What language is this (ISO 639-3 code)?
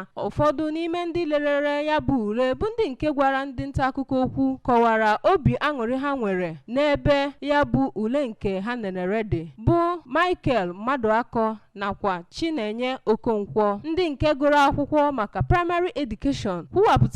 ibo